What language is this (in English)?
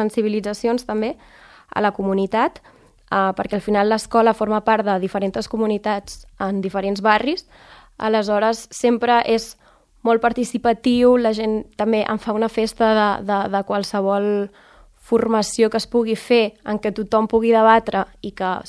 Catalan